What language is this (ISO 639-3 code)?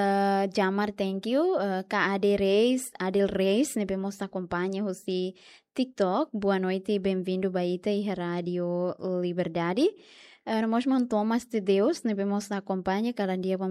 tet